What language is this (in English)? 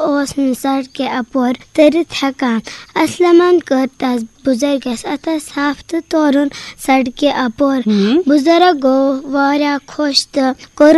Kashmiri